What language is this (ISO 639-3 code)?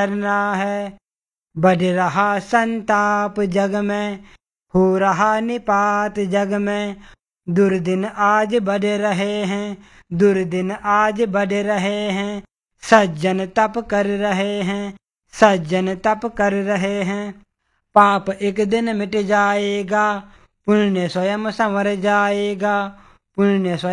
hin